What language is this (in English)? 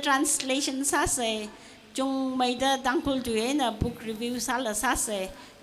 Tangkhul Naga (India)